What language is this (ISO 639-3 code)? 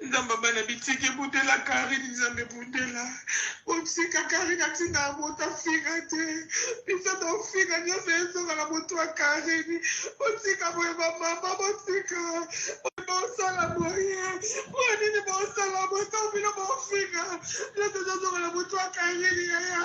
lin